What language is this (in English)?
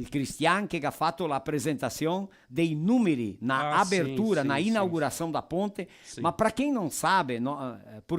Venetian